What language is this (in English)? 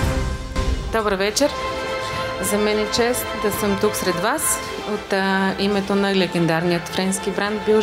Bulgarian